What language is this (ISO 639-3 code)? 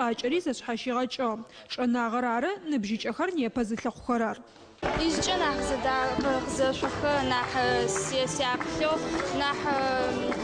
ady